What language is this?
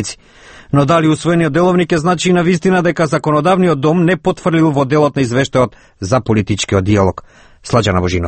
Macedonian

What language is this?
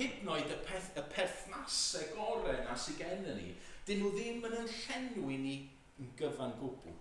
Welsh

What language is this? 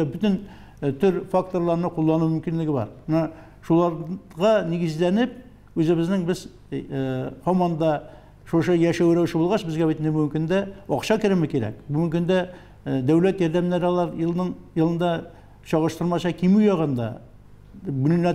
Tatar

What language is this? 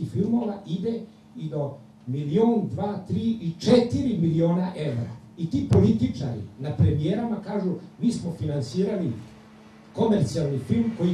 Serbian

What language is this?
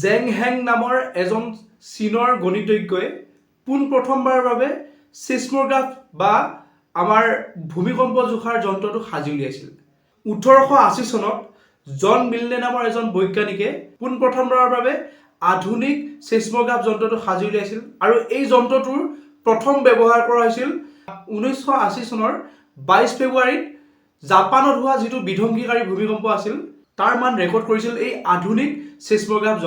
Assamese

